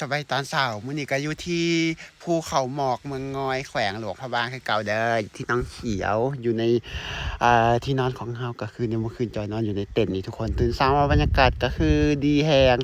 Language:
Lao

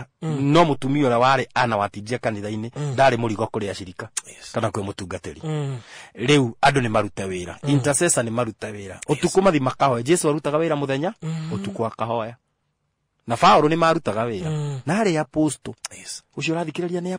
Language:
Kikuyu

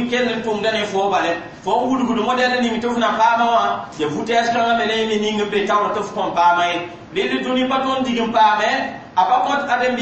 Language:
Mossi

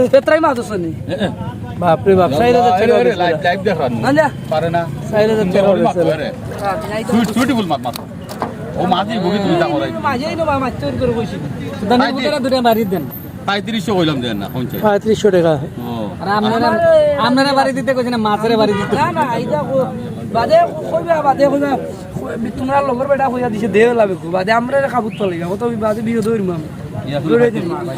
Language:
Sylheti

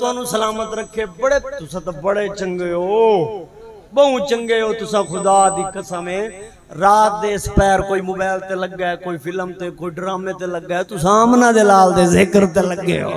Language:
Saraiki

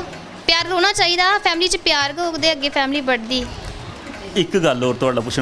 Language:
Dogri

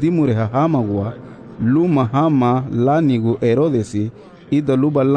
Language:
Garifuna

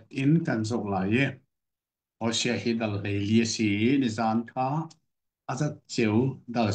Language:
Hakha Chin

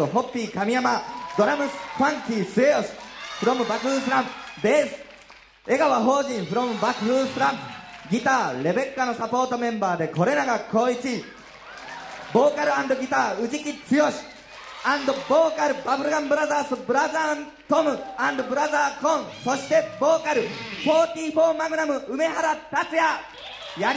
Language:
Japanese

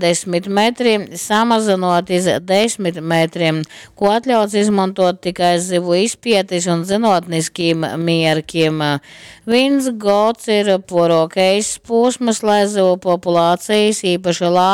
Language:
Latgalian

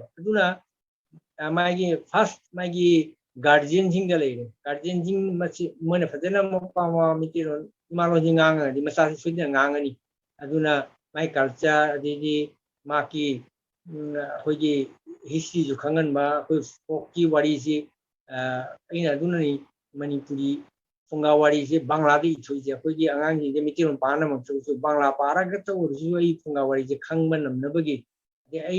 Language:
Manipuri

